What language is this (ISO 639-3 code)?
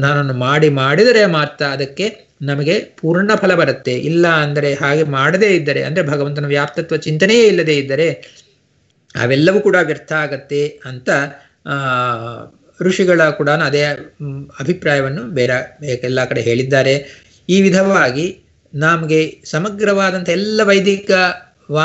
kan